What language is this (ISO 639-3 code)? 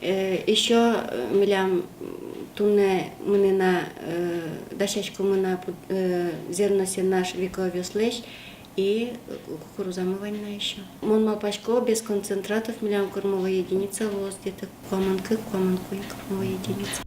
udm